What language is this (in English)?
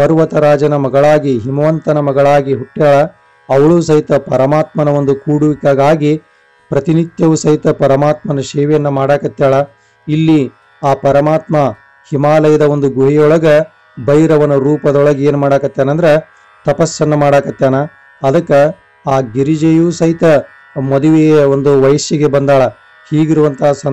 Kannada